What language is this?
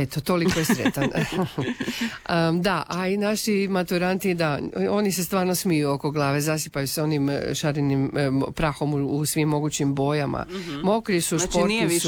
Croatian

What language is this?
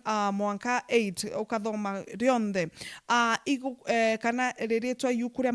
Meru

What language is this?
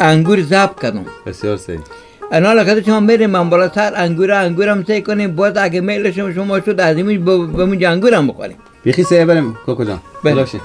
Persian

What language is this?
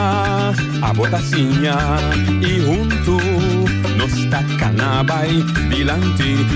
Papiamento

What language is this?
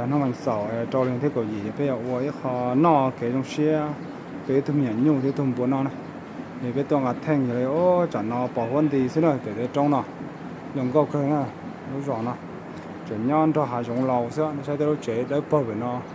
Hmong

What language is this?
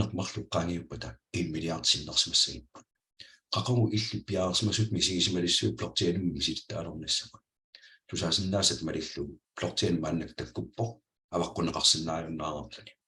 Kalaallisut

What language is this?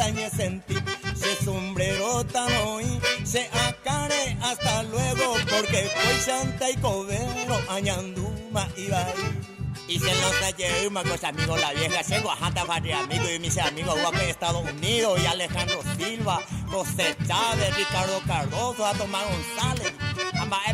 Guarani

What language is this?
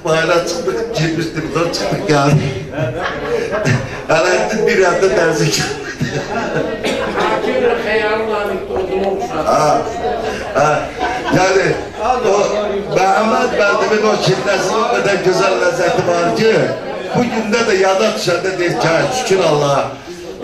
Azerbaijani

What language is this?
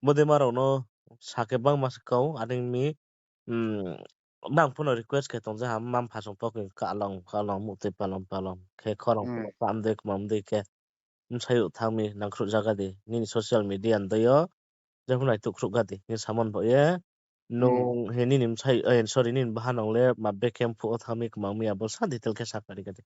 Riang (India)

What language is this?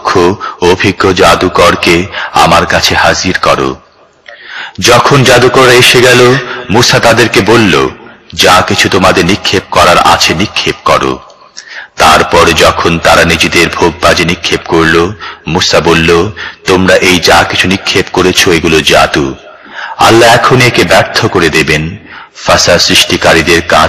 Bangla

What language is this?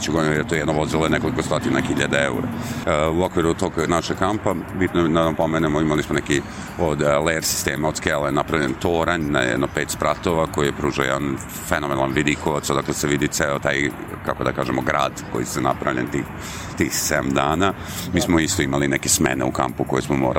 Serbian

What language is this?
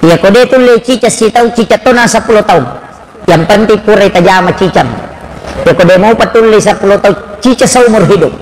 Buginese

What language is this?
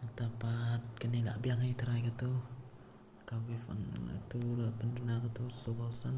Khasi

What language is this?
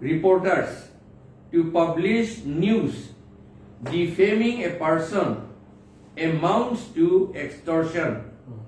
Karbi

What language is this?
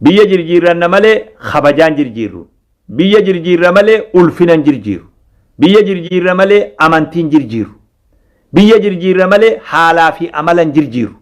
Oromo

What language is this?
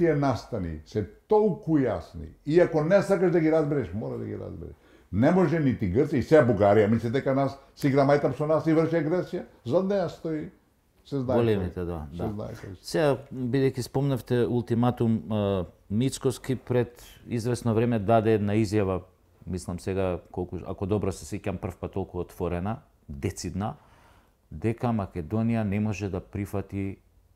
Macedonian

